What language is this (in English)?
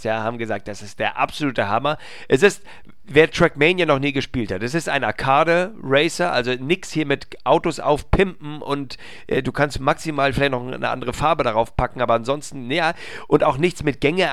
German